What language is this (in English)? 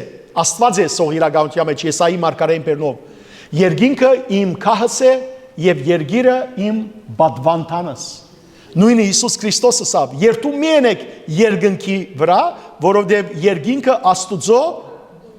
Western Armenian